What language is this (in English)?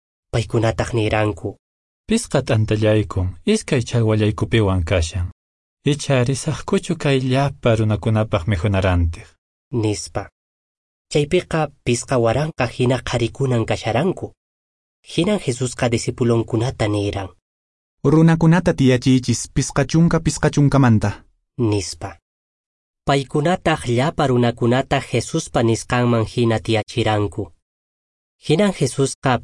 Quechua